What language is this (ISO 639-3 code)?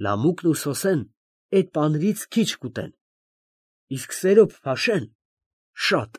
hye